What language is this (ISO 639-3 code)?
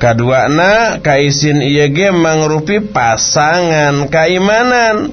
sun